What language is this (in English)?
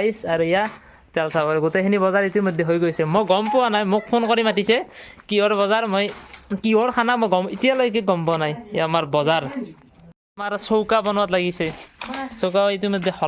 Assamese